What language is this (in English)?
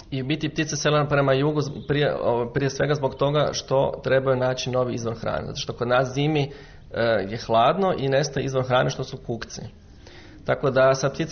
Croatian